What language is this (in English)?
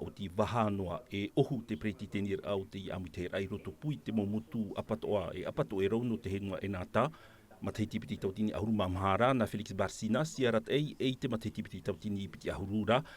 Tahitian